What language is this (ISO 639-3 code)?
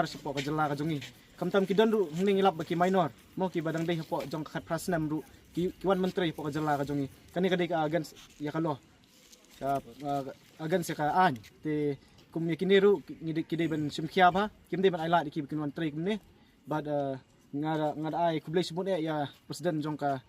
kha